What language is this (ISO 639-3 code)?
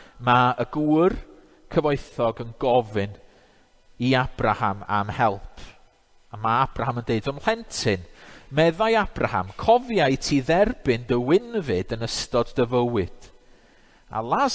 cym